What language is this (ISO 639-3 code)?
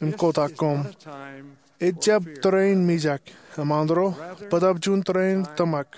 mah